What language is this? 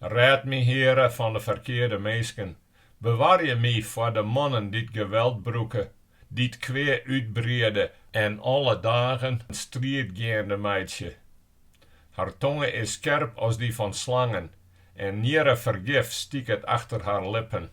Western Frisian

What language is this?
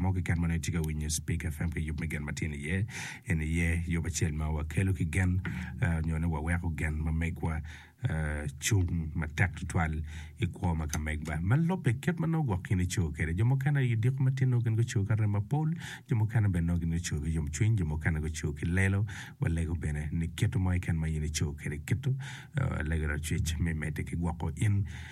Acoli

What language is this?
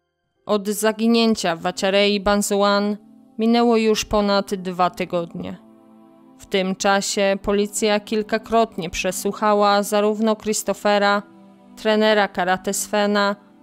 Polish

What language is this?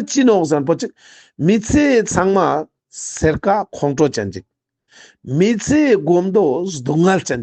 Ladakhi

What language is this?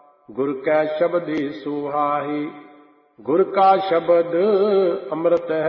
Punjabi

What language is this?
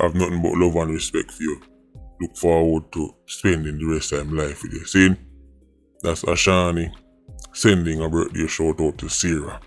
Jamaican Creole English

